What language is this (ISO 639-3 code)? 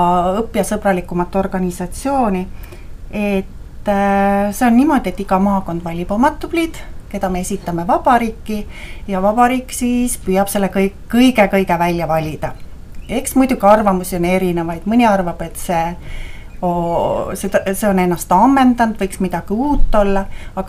est